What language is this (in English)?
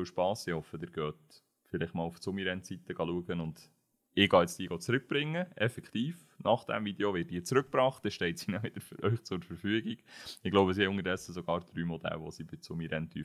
Swiss German